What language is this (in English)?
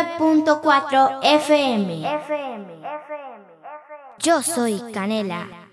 Spanish